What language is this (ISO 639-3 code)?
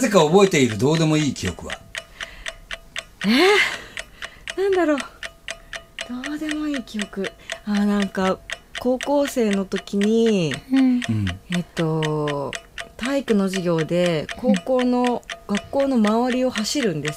jpn